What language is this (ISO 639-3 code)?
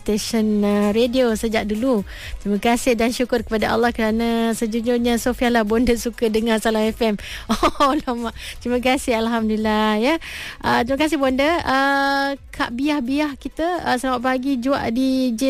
msa